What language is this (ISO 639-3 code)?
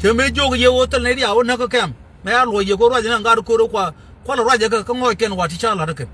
nus